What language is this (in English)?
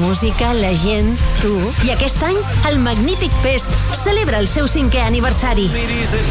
Catalan